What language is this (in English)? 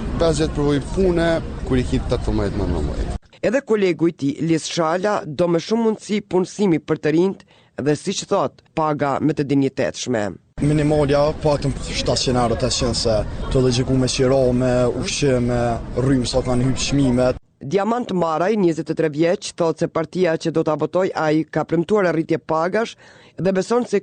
Albanian